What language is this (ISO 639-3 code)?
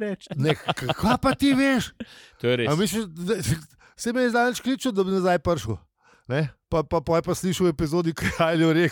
slv